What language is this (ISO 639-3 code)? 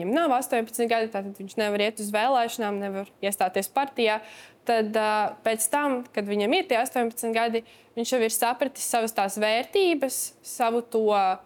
lav